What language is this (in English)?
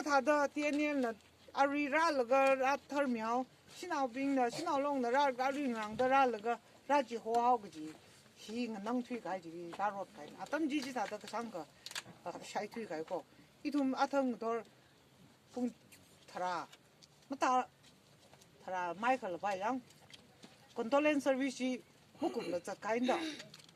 Tangkhul Naga (India)